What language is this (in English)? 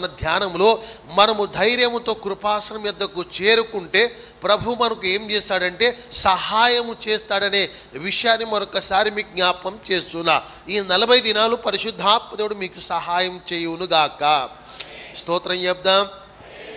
Telugu